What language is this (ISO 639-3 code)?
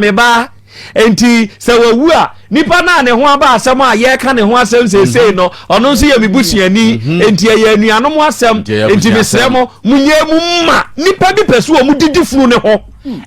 aka